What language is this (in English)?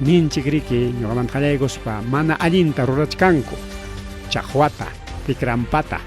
Ayacucho Quechua